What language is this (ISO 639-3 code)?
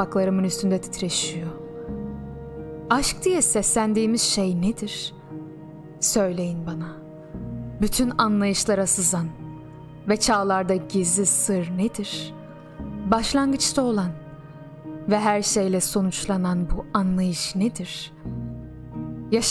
tur